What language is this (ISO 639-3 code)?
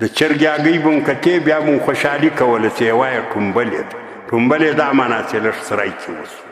pus